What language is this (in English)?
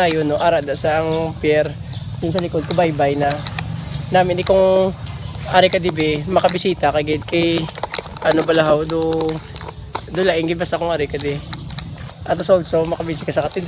Hiligaynon